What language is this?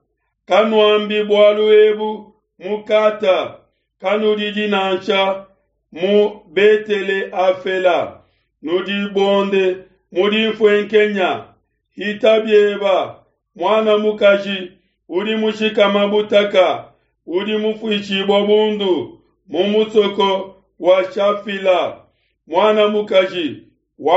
Luba-Lulua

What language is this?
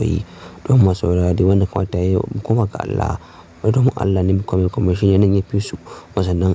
Hausa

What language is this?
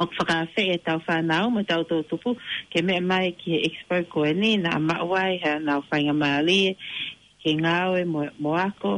Tongan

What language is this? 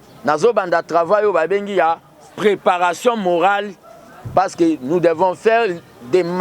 Lingala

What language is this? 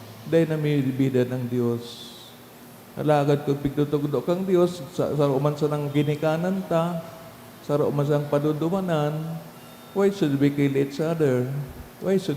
Bikol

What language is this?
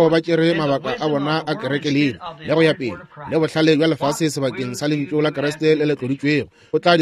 Northern Sotho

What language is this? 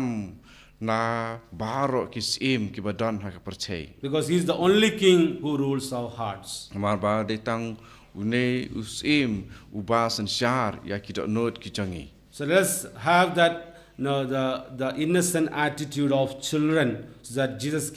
Khasi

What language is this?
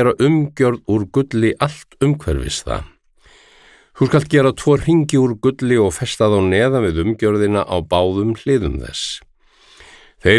Icelandic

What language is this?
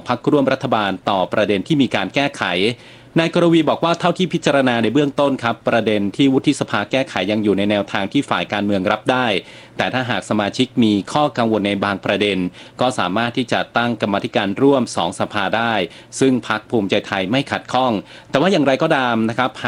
Thai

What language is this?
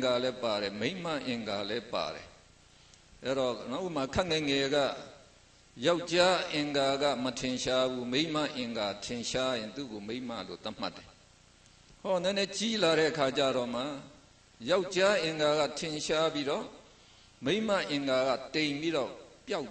Burmese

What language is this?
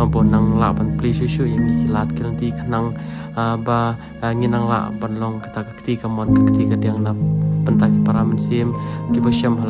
Khasi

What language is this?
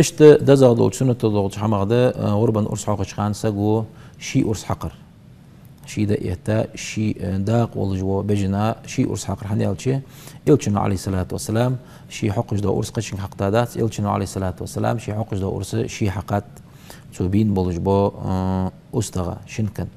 Ingush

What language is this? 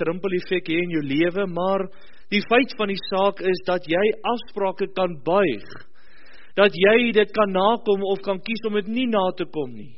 Afrikaans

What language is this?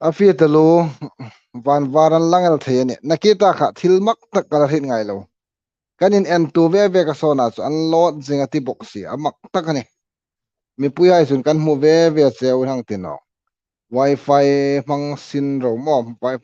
Hmar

